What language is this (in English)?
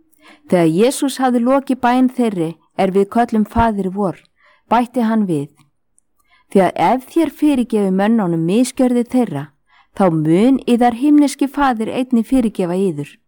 Icelandic